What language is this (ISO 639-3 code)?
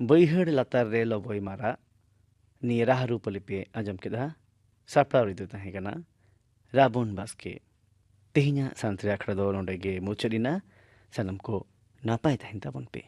sat